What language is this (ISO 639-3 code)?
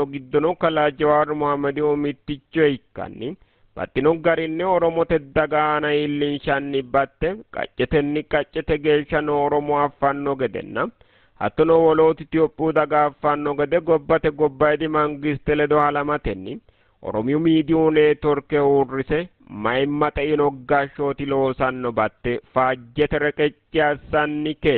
sid